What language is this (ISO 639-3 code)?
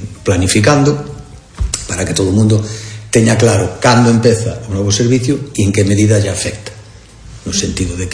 glg